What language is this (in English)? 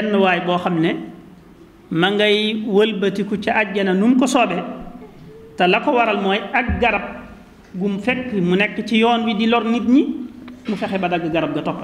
Wolof